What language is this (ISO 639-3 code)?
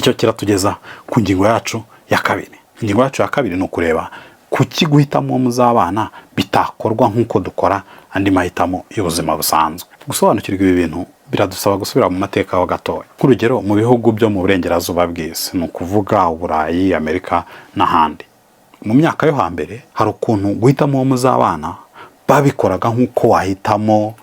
kin